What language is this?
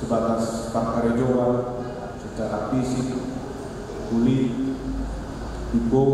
Batak Toba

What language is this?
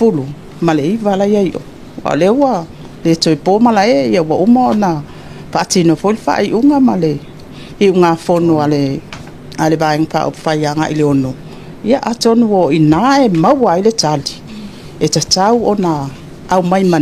Samoan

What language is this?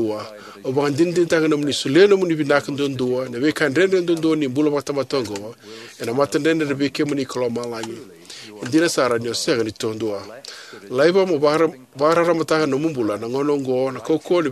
Fijian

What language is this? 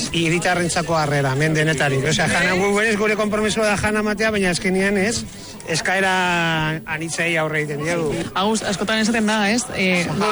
Basque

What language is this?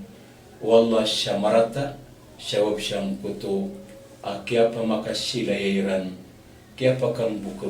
Maranao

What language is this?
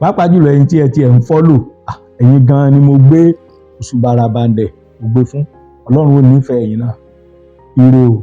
Yoruba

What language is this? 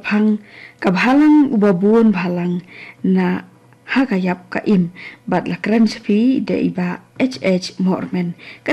Khasi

